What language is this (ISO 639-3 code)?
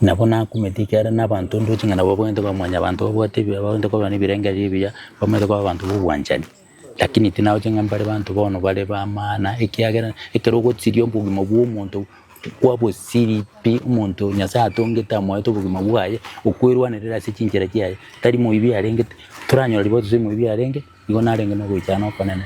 guz